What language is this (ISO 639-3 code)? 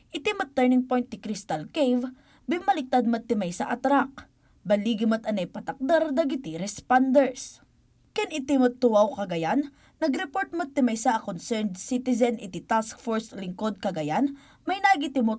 ilo